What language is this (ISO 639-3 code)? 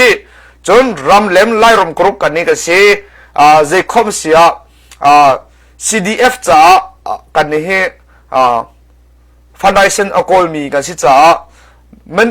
cnh